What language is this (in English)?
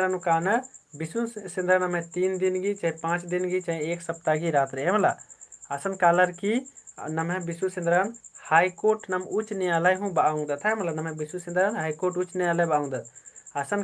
Kurukh